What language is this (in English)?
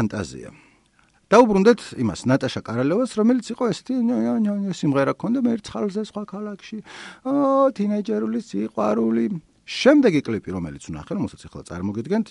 Georgian